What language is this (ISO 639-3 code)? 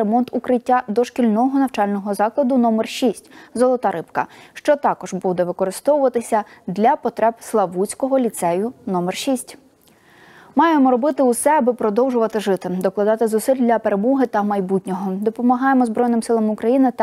ukr